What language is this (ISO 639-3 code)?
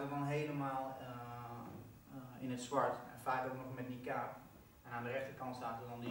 nld